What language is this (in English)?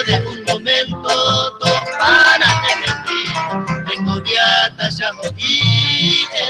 Guarani